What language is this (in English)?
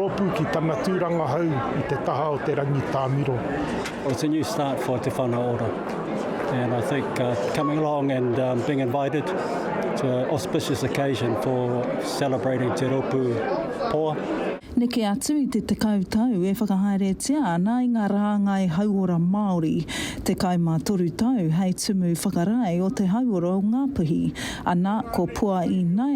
Māori